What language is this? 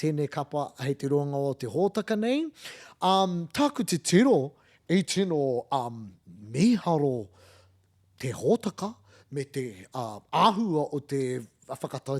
Māori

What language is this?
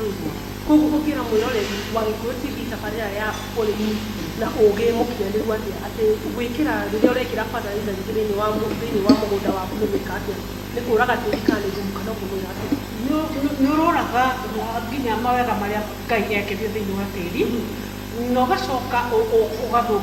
Kikuyu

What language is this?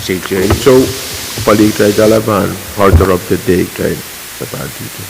Pohnpeian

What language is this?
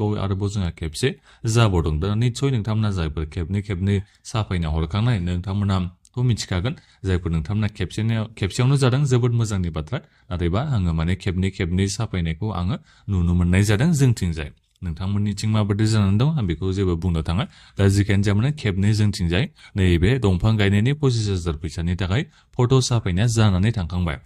Bodo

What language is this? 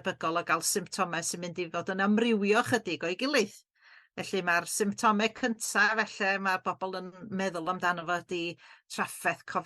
Welsh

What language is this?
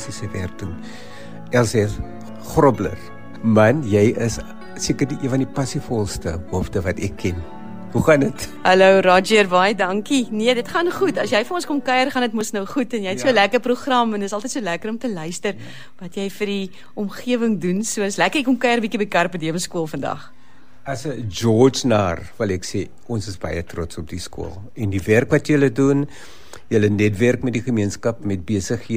Afrikaans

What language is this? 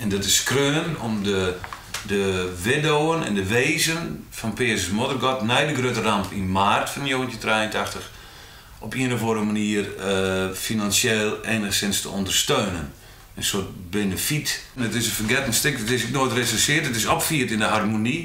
Western Frisian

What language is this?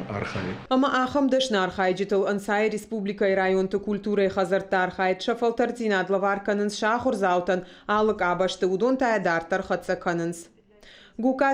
Ossetic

